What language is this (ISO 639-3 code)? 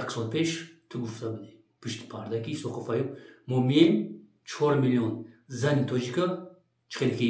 tgk